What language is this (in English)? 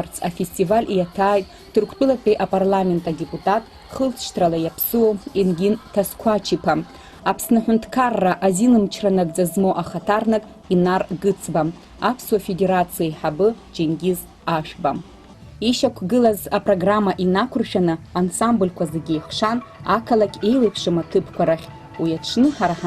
Abkhazian